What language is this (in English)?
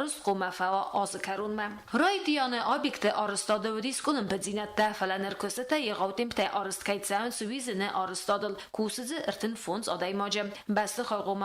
Ossetic